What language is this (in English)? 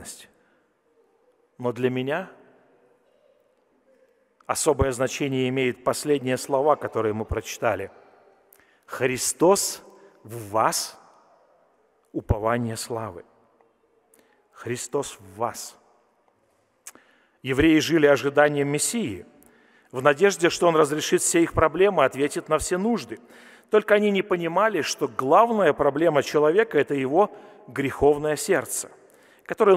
Russian